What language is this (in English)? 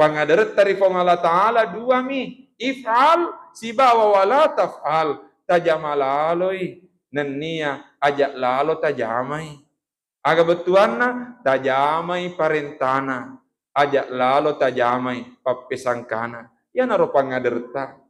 Buginese